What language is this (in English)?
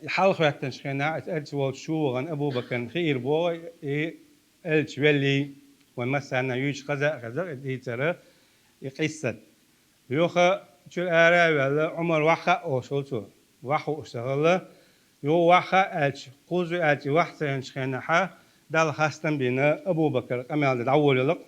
Chechen